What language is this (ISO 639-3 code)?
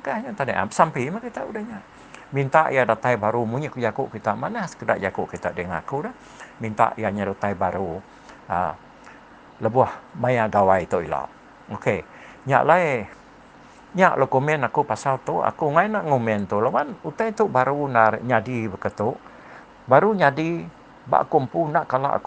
iba